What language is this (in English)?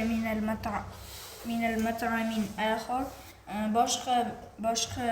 Uzbek